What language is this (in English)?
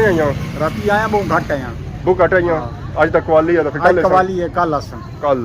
Pahari-Potwari